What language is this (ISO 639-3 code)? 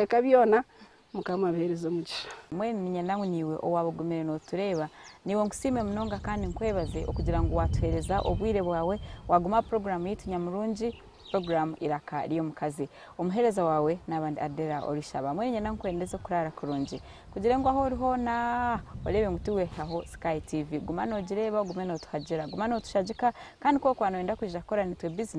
nyn